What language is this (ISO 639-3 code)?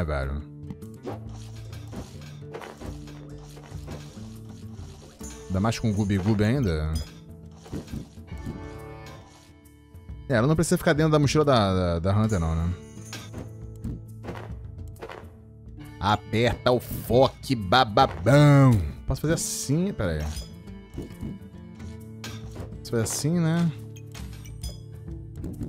por